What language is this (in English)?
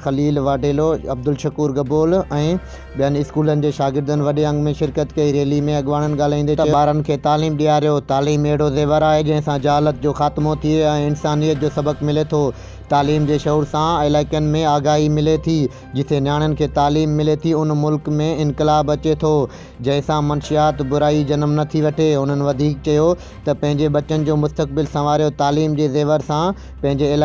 Sindhi